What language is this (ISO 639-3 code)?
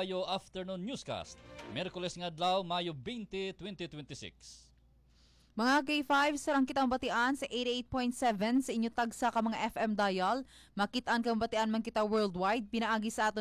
hil